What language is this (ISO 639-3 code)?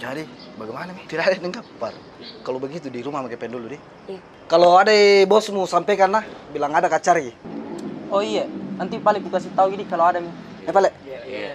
mfp